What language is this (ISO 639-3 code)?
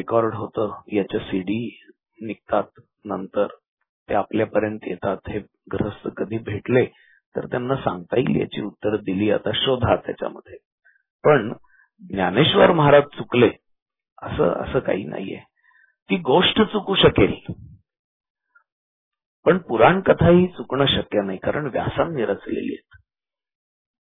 mar